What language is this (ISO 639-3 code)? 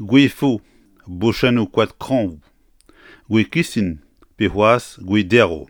bre